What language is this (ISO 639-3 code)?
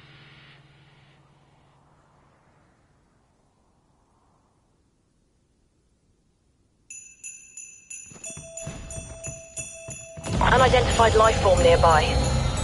eng